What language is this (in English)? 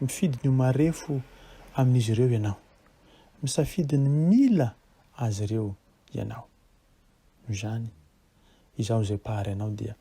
Malagasy